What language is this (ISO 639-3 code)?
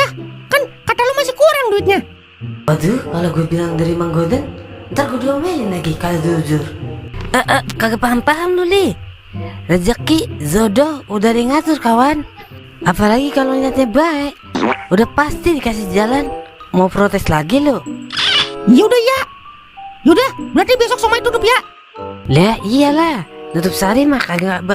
bew